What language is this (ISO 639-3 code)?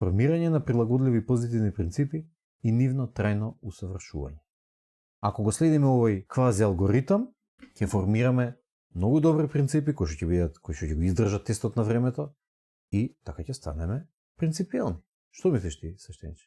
mkd